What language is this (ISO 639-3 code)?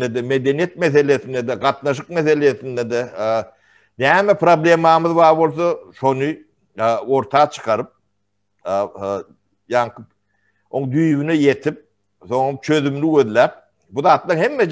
tuk